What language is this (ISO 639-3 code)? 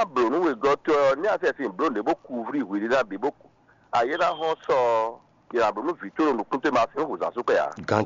fon